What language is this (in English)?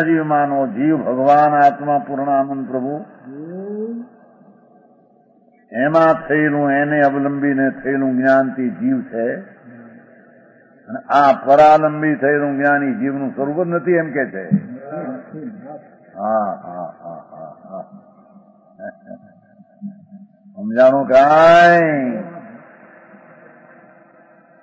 Gujarati